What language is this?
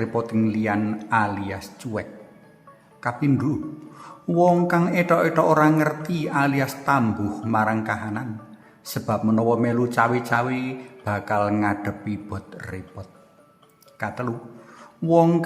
Javanese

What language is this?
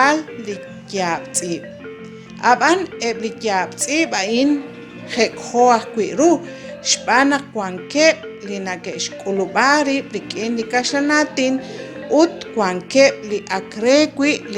Kekchí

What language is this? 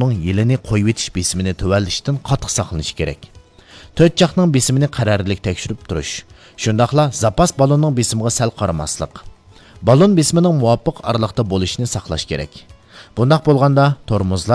Uyghur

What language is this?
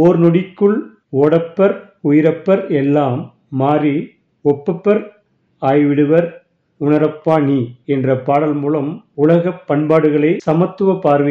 Tamil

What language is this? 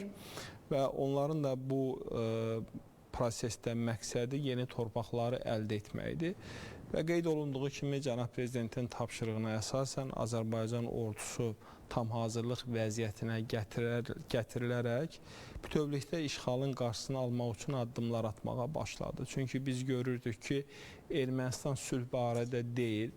Azerbaijani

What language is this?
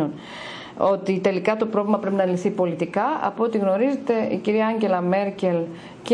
Greek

